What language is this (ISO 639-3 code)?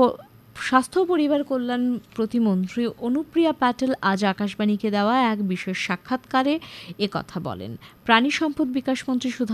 ben